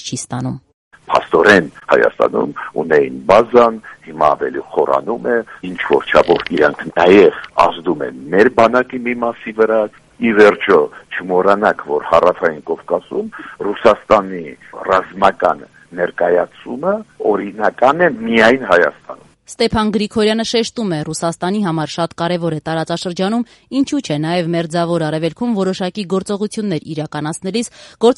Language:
Armenian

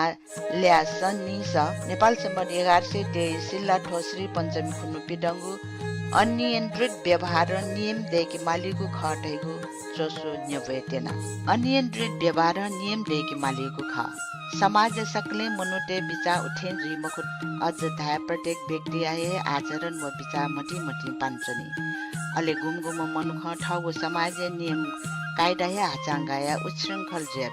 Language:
Newari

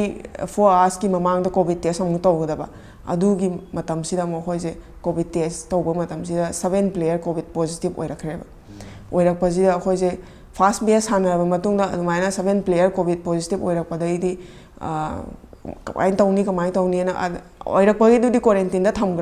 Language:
Manipuri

